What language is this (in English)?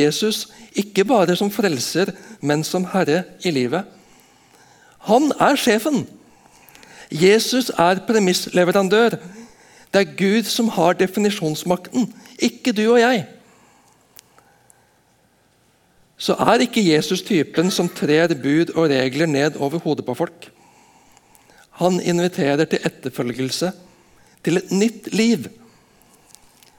Norwegian